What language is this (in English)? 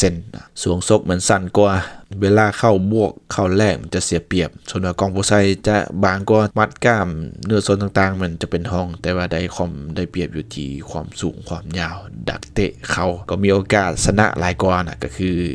Lao